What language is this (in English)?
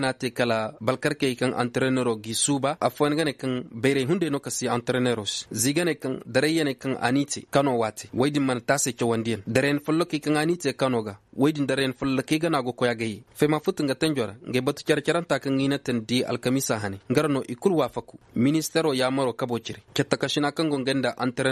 Koyraboro Senni